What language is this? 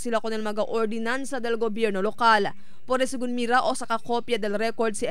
Chavacano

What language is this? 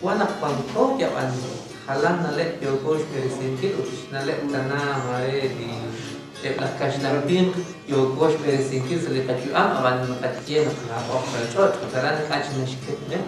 Kekchí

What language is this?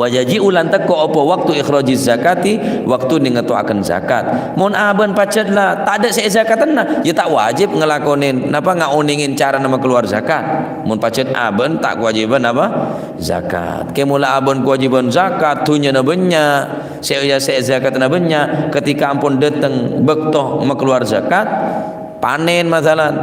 Madurese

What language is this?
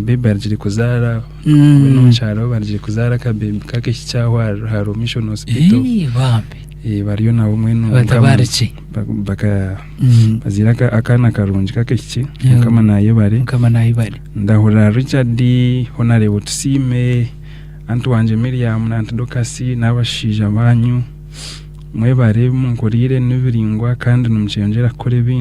Nyankole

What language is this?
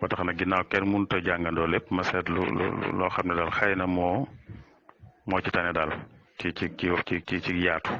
Wolof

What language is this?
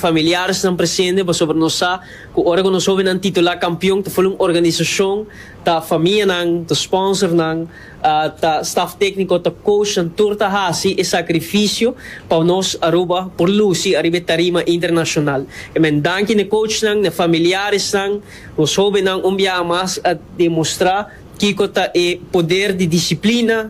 Papiamento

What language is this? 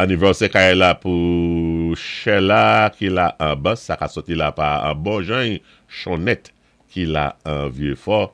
Saint Lucian Creole French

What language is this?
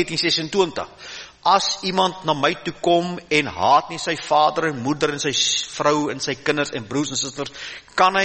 Afrikaans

